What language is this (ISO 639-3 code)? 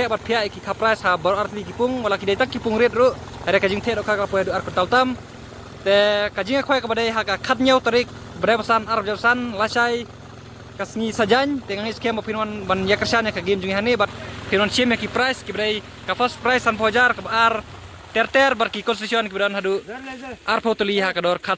kha